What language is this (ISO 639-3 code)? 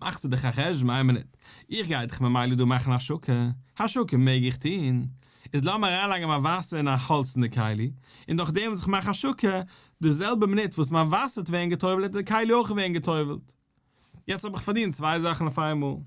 yid